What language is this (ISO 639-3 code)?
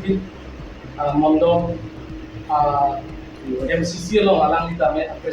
mjw